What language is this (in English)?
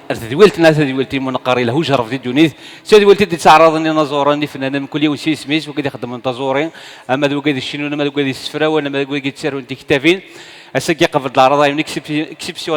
Kabyle